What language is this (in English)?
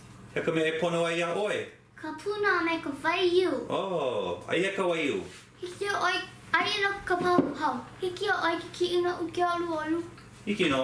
Hawaiian